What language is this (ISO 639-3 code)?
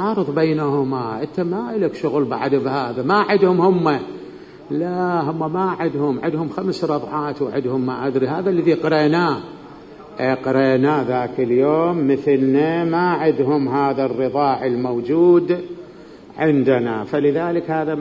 acm